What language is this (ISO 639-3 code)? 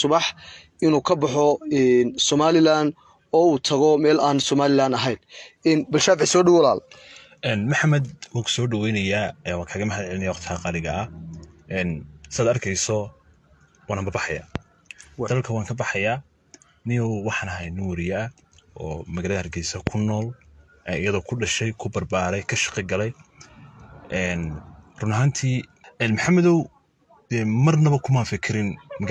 som